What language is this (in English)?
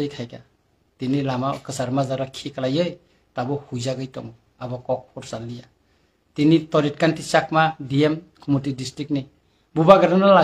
Kok Borok